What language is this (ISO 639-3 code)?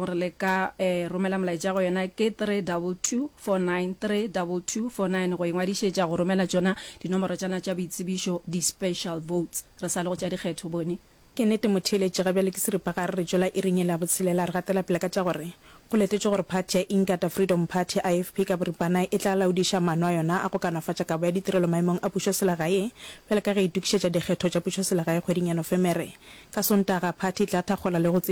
nso